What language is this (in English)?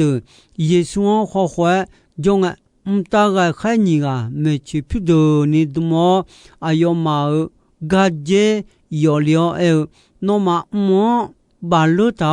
Akha